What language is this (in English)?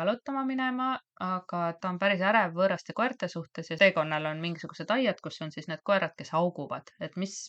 Estonian